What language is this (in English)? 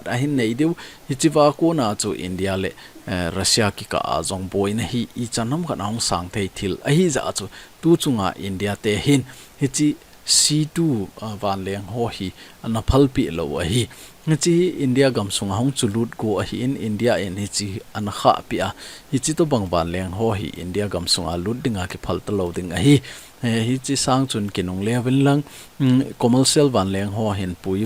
Thado Chin